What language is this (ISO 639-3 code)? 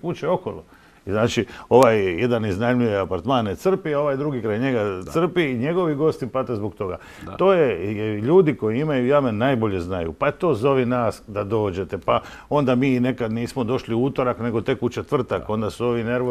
hrv